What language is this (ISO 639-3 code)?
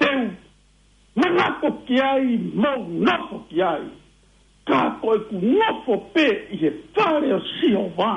ton